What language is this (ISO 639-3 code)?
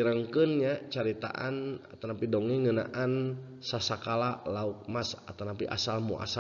sun